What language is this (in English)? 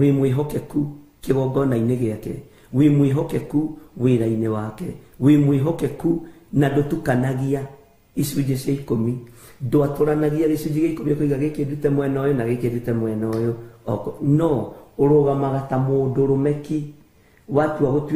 Kikuyu